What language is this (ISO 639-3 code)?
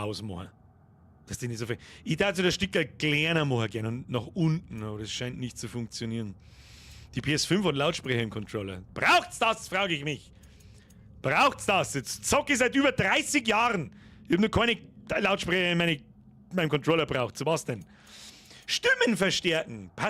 bar